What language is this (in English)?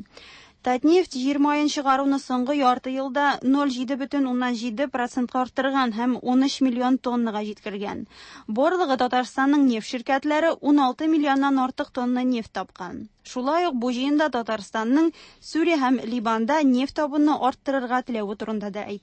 Tatar